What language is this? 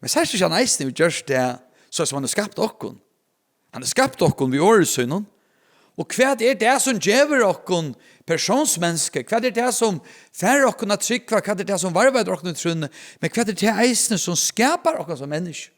Faroese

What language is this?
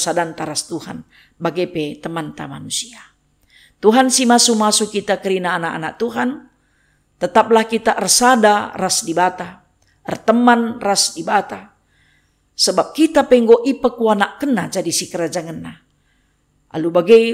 Batak Karo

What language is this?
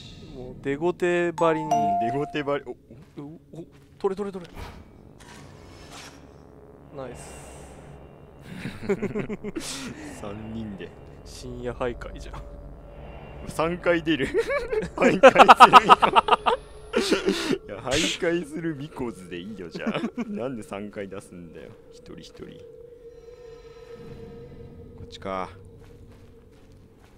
Japanese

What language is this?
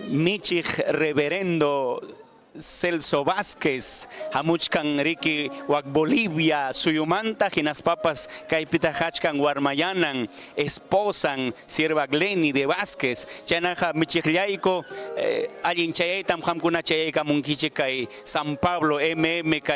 Ayacucho Quechua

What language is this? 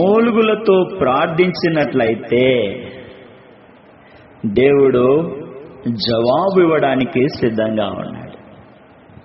Telugu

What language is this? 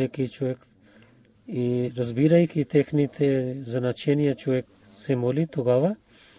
Bulgarian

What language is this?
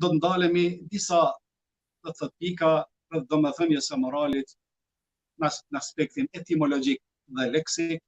Albanian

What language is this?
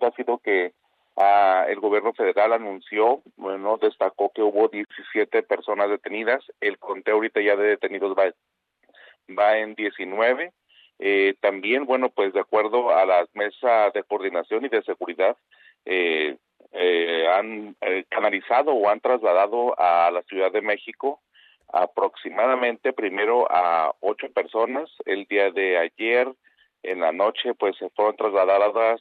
Spanish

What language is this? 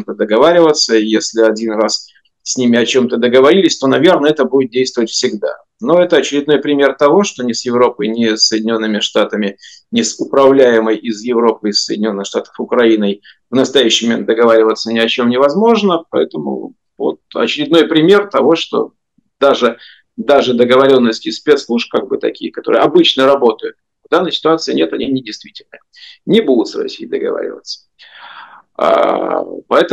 Russian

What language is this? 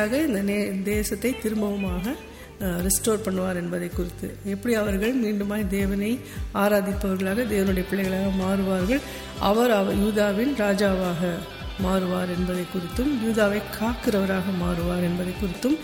Tamil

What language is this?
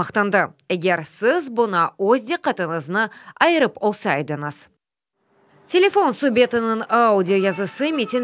Crimean Tatar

